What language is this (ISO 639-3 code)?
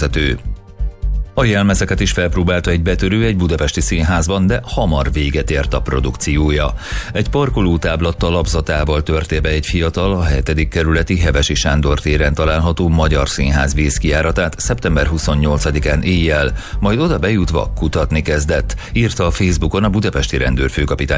hun